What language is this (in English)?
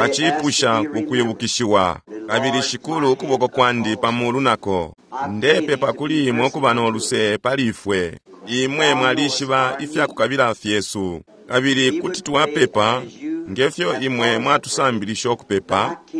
Bemba